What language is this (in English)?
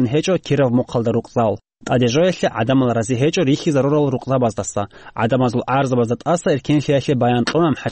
Avaric